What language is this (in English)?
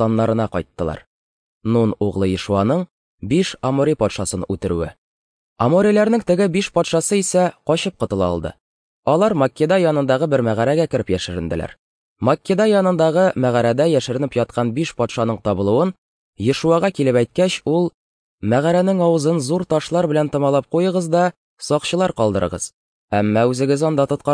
Tatar